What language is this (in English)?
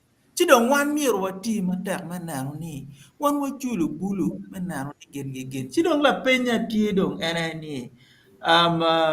Acoli